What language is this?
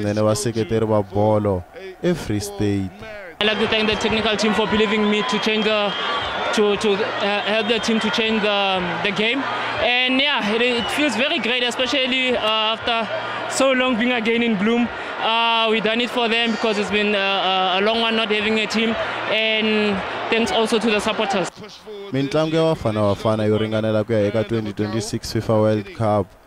Tsonga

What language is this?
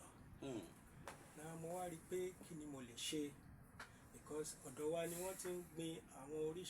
Yoruba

